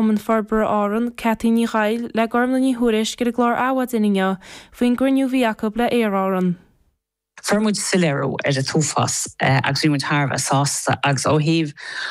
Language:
Irish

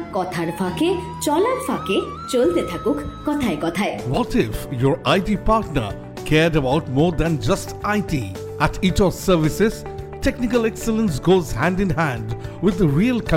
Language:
Bangla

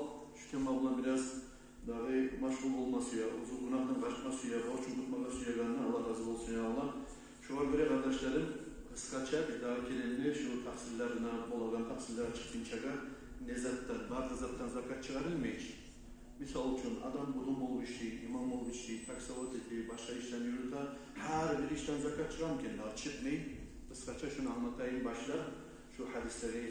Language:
Kumyk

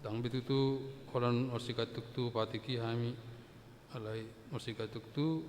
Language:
Batak Toba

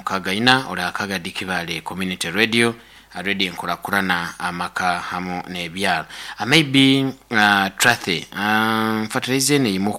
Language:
Nyoro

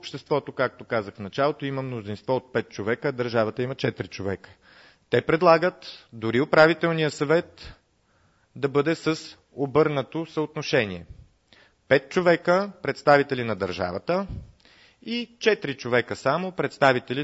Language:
Bulgarian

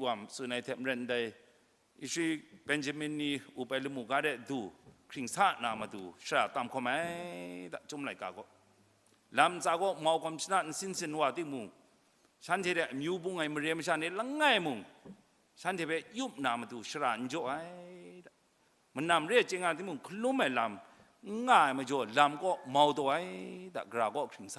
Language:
Kachin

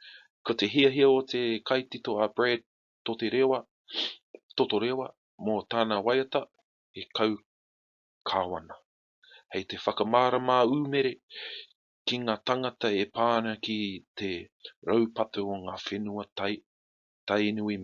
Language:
Māori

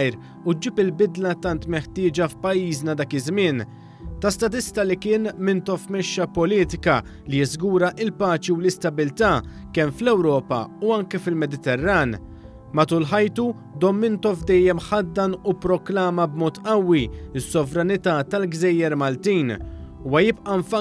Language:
Maltese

